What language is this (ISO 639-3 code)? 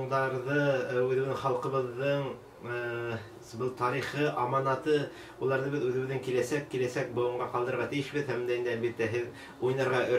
bak